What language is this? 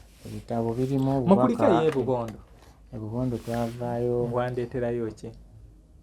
Ganda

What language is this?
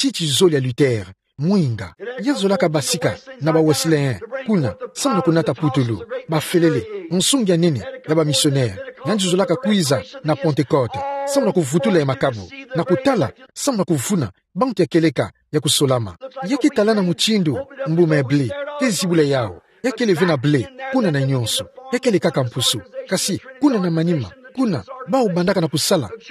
Kituba (Democratic Republic of Congo)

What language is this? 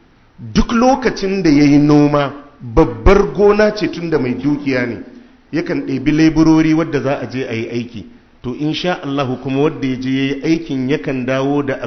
Hausa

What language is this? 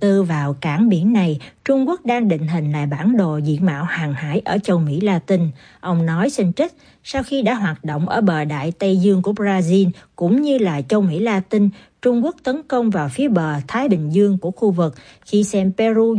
Vietnamese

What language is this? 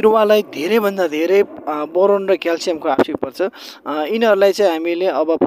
Nepali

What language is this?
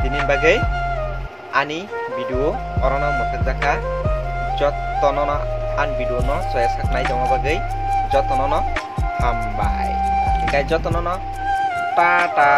Kok Borok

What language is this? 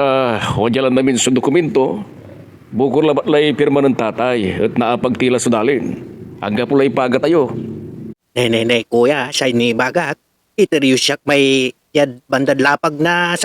Pangasinan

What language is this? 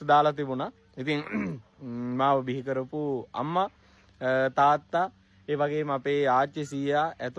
Sinhala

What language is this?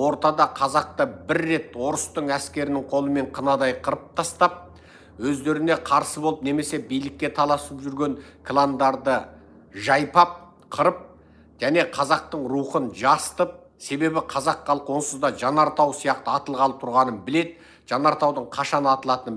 Kazakh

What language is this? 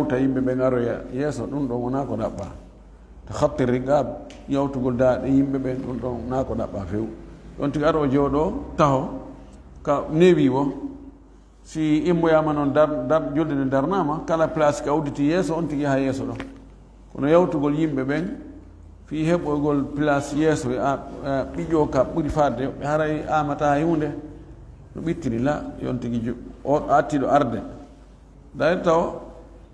Fula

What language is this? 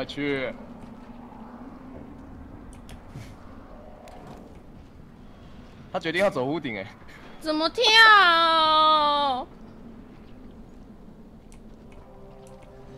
Chinese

